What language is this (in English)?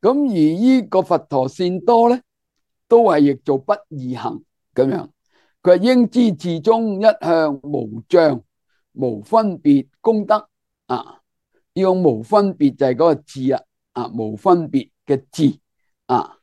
Cantonese